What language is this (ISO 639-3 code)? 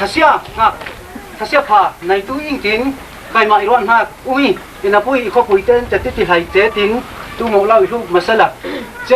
cfm